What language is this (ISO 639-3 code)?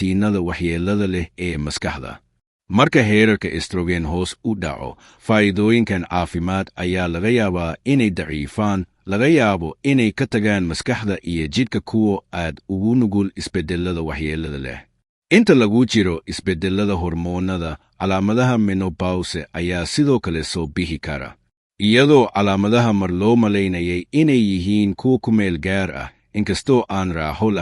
som